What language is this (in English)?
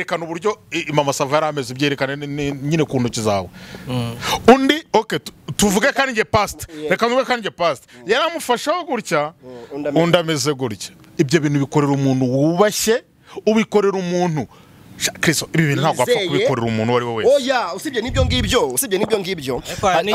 Kinyarwanda